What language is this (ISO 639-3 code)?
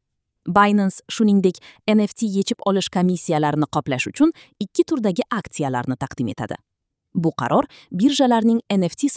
uzb